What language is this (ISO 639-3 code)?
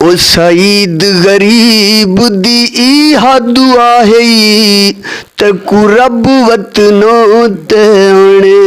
skr